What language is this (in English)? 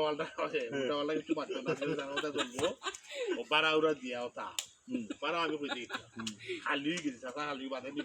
Sylheti